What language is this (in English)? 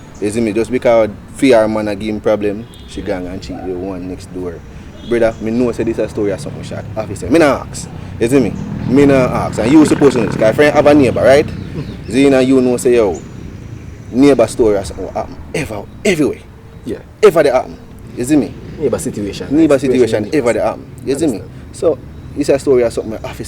Jamaican Creole English